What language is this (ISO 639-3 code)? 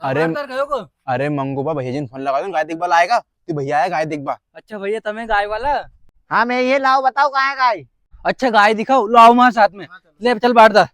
raj